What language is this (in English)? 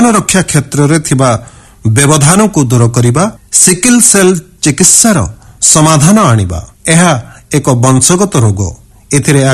Odia